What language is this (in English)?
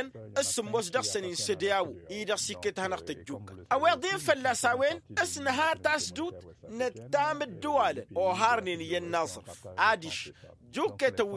Tamasheq